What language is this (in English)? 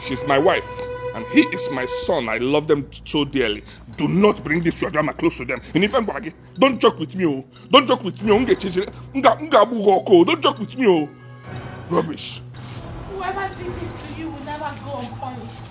Nigerian Pidgin